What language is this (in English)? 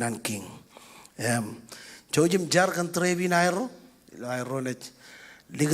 Marshallese